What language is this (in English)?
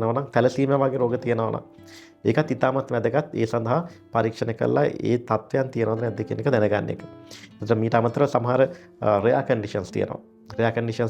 Sinhala